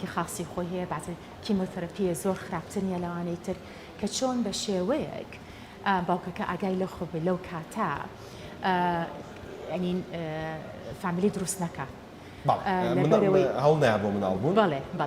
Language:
Central Kurdish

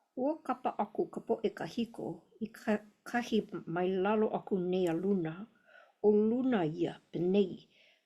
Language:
Hawaiian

